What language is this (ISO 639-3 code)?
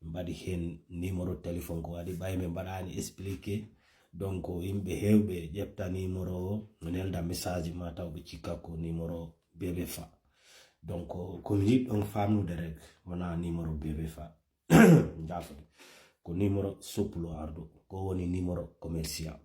ful